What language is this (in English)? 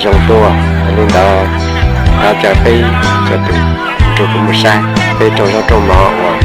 Hmong